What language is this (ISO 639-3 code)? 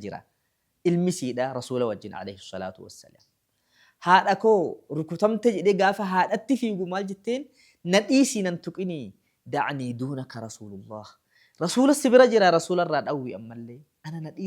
orm